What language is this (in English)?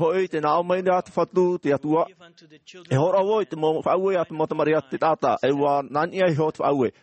Tahitian